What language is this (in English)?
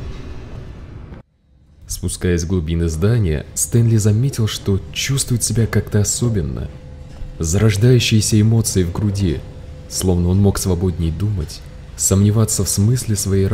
Russian